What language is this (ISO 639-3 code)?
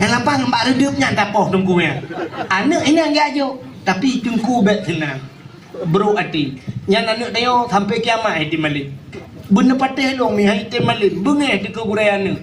ace